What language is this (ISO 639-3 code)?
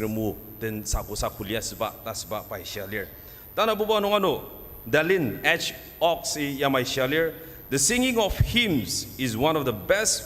njo